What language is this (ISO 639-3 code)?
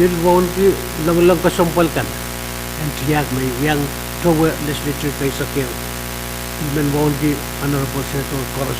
pon